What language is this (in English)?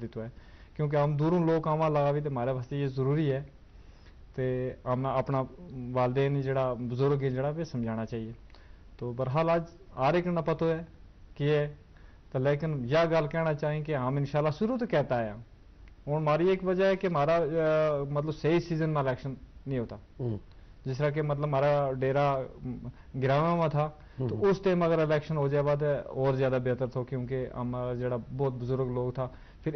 Gujari